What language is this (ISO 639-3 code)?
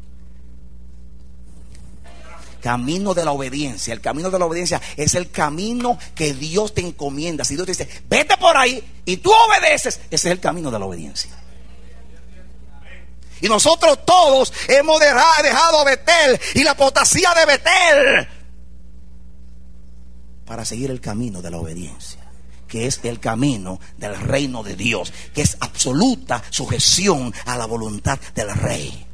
spa